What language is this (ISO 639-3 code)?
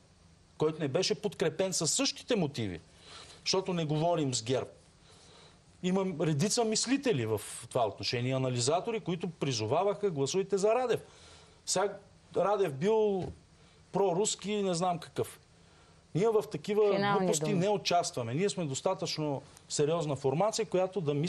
bul